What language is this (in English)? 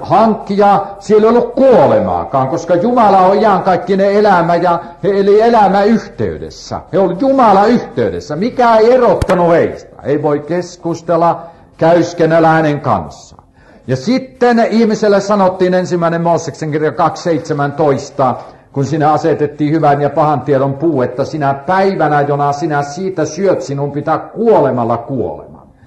Finnish